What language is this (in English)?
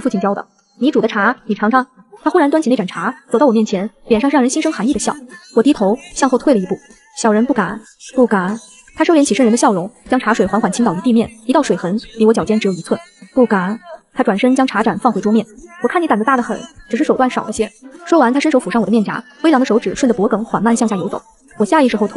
Chinese